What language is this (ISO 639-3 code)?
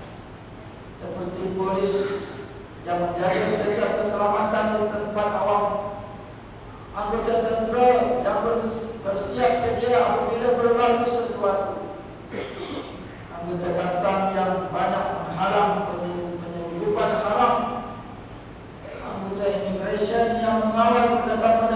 msa